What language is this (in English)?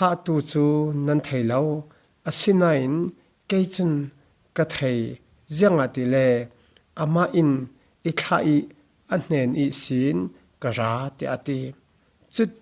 Falam Chin